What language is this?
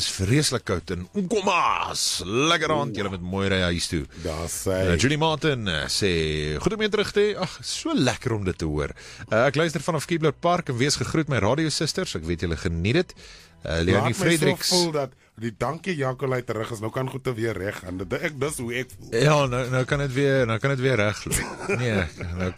Afrikaans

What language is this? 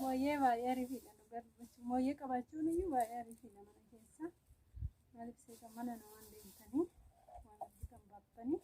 Oromo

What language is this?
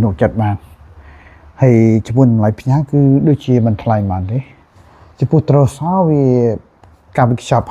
Khmer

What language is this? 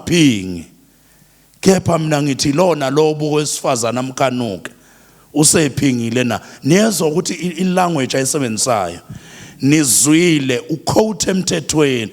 Zulu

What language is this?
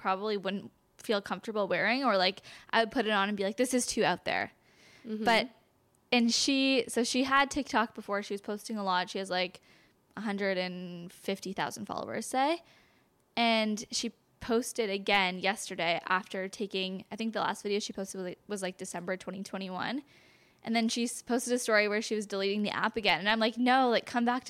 English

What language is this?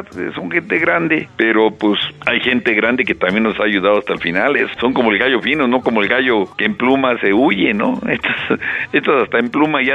Spanish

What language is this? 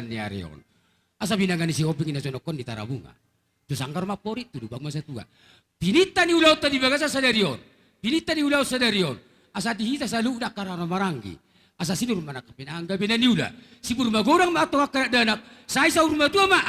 Batak Toba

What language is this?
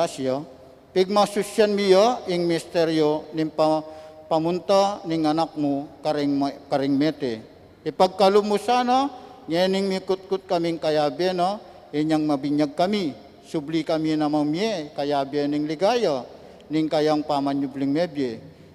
Pampanga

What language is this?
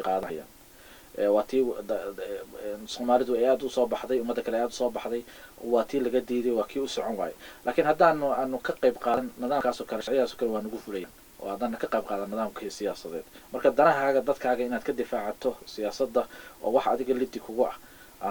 Somali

